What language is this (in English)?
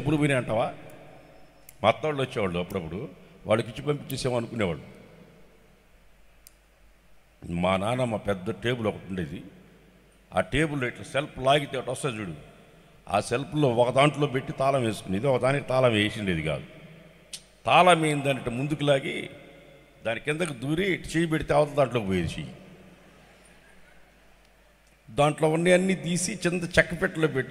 Telugu